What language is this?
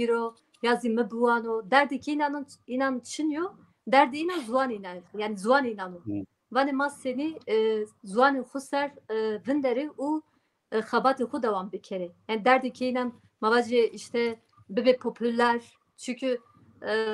Zaza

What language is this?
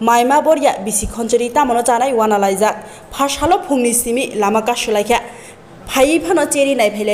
Kok Borok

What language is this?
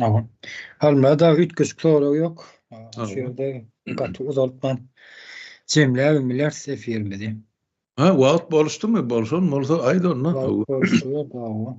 Turkmen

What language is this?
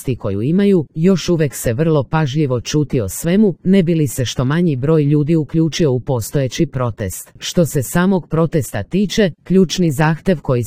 Serbian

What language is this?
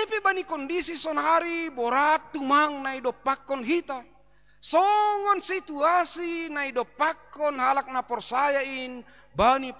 Batak Simalungun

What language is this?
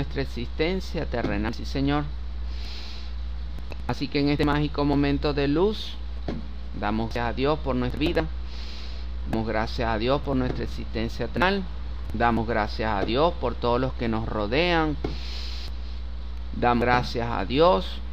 Spanish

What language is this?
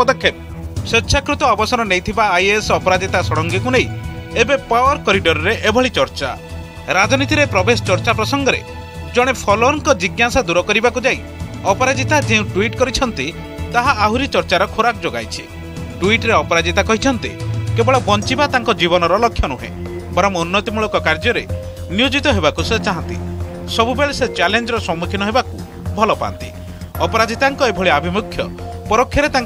Odia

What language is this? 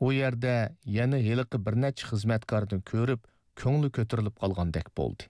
Uyghur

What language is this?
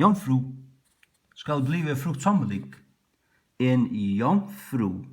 Faroese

